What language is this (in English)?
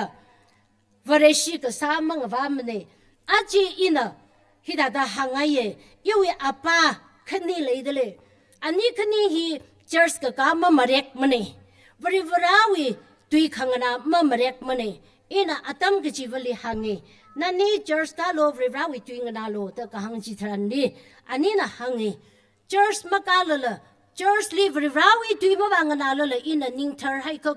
Tangkhul Naga (India)